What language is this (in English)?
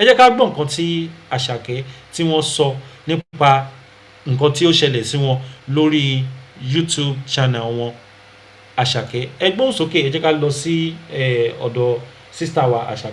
Yoruba